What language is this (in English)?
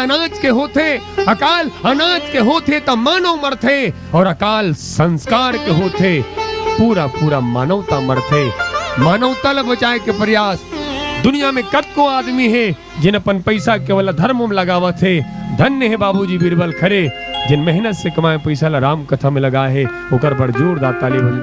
Chhattisgarhi